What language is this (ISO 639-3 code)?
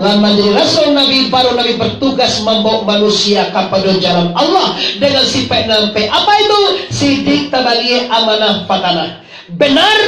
min